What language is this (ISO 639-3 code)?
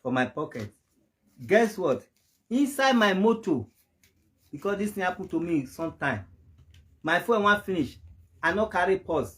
pcm